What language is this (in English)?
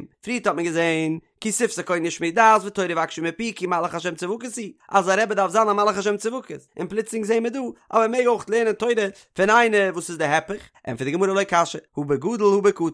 Yiddish